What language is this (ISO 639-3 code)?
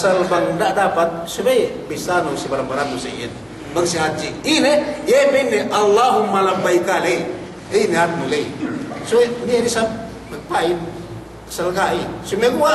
yka